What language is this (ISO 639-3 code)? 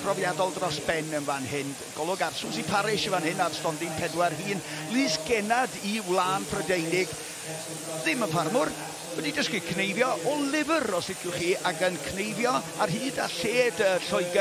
cym